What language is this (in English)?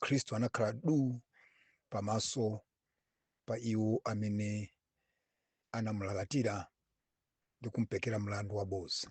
Nyanja